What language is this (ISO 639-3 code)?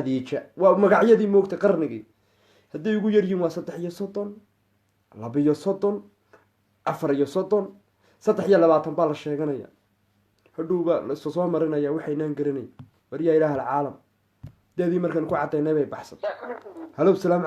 som